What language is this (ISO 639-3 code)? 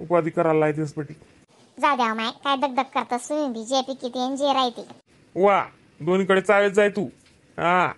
khn